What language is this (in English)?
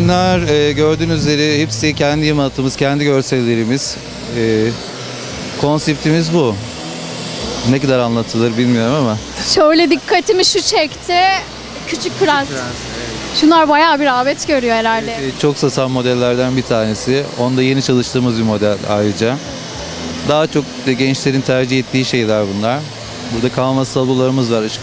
Turkish